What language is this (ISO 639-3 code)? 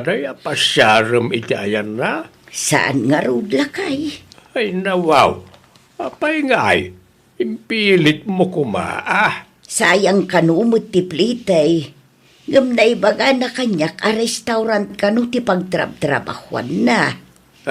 ilo